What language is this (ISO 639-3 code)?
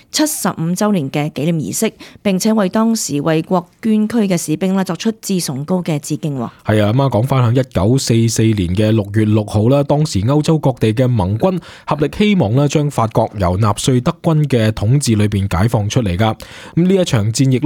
yue